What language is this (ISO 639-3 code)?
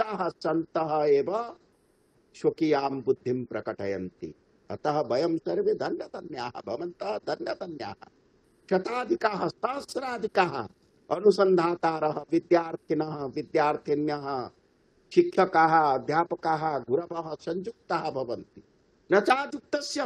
san